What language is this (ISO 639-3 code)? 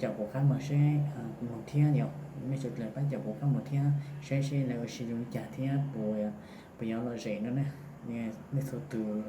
hmn